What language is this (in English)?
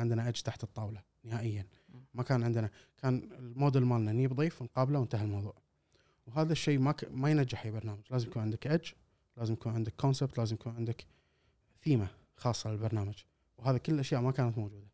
Gulf Arabic